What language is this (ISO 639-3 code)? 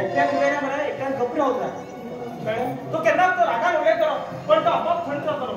kok